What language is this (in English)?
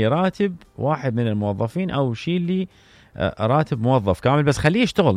Mesopotamian Arabic